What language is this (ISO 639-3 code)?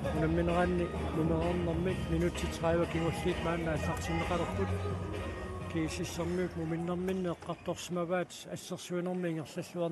kal